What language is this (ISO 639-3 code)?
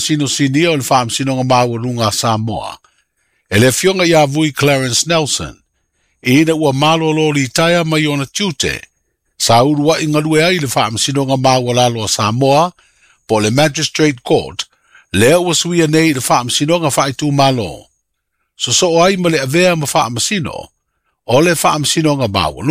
smo